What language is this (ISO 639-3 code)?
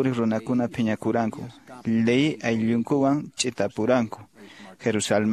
que